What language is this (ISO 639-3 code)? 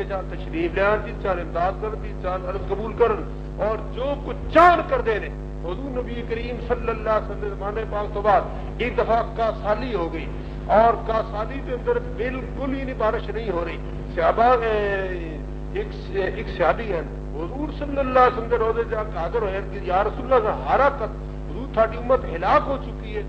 urd